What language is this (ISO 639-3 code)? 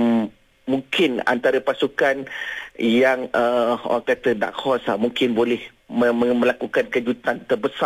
msa